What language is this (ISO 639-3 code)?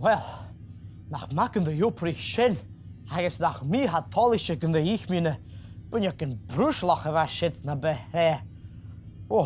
gla